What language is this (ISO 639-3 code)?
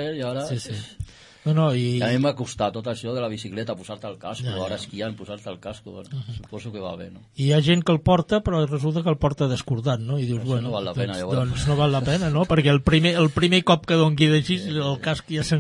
cat